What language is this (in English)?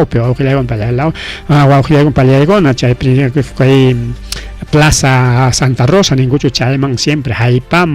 Ayacucho Quechua